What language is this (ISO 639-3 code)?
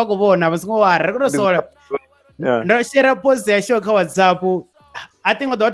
ven